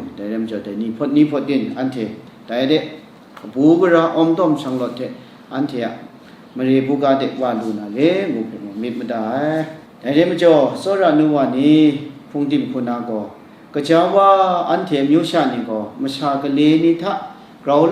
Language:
Kachin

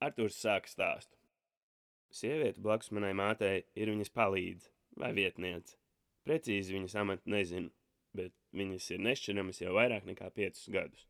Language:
Latvian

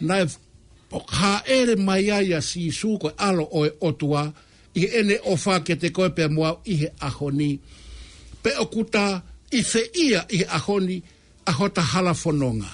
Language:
Tongan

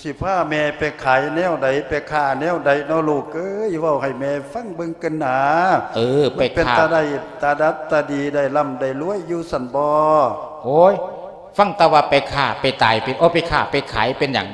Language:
Lao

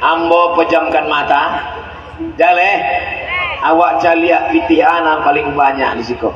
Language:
Minangkabau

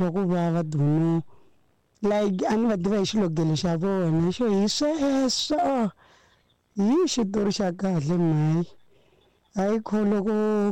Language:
Tsonga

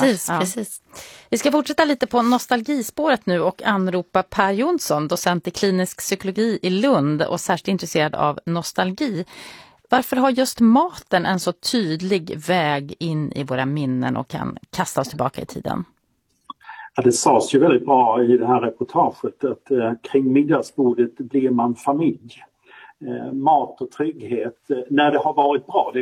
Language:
Swedish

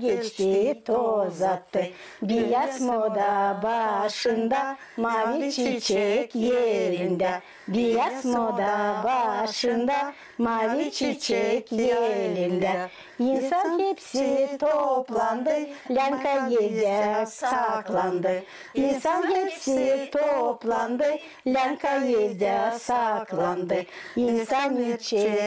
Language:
Gagauz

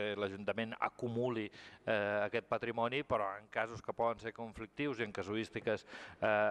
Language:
Catalan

